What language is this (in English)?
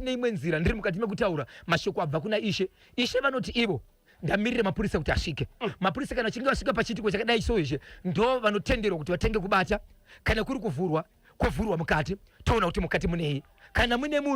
Shona